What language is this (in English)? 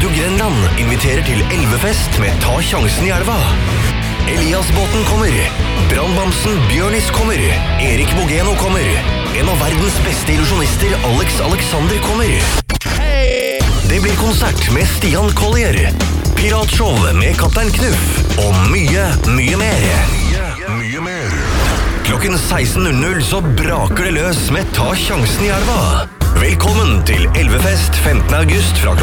Norwegian